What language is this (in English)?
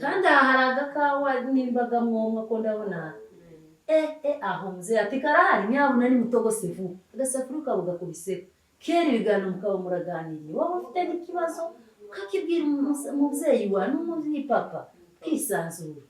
Kinyarwanda